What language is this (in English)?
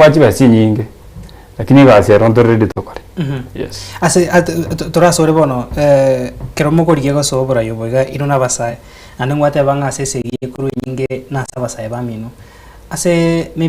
Gusii